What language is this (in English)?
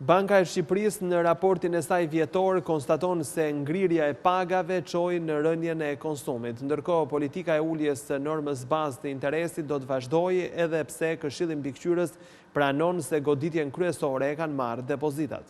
Albanian